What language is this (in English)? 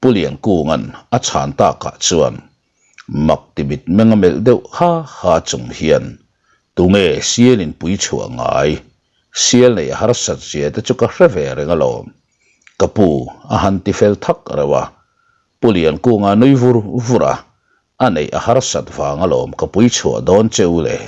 Mizo